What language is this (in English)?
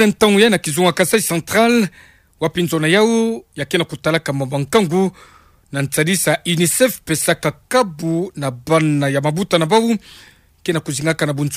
Kituba (Democratic Republic of Congo)